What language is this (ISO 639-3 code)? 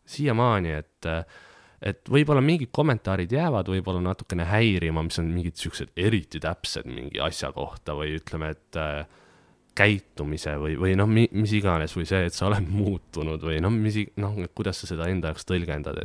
est